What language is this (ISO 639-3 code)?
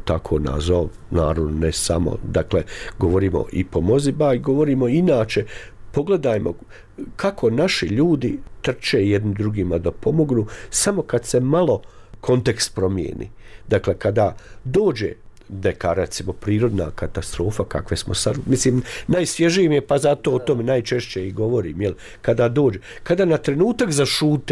bos